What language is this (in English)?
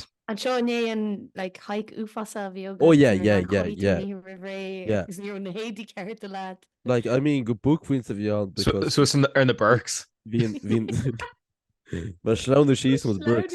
Irish